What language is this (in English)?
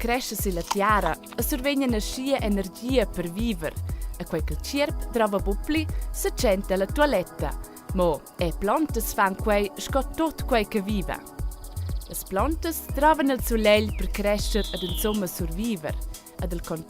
Romansh